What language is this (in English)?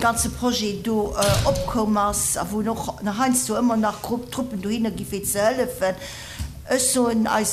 Luxembourgish